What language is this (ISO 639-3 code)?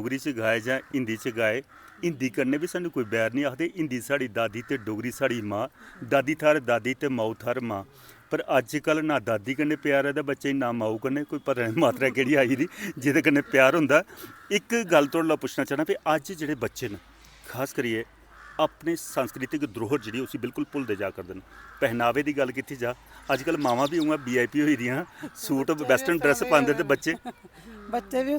doi